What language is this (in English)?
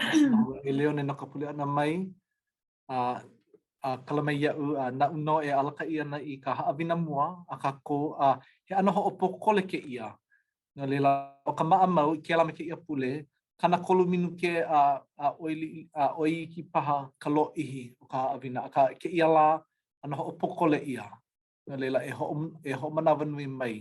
Hawaiian